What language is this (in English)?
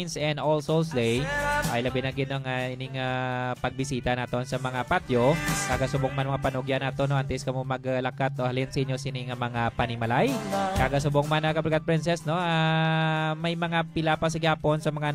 Hiligaynon